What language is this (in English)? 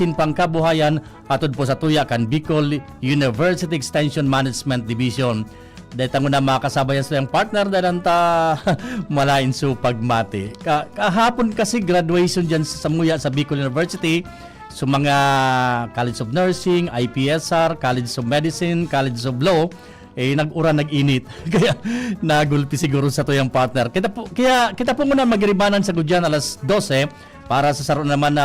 Bikol